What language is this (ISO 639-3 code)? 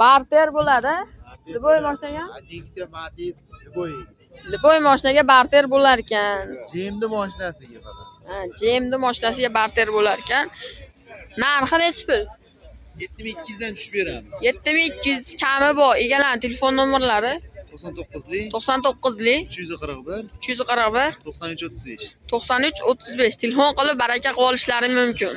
uzb